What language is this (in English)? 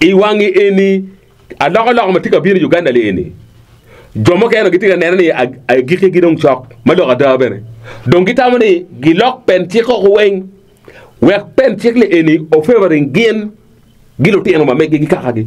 Acoli